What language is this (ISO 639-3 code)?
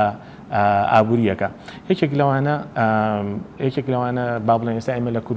ckb